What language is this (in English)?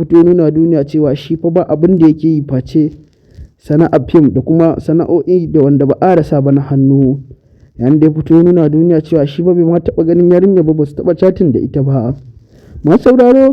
Hausa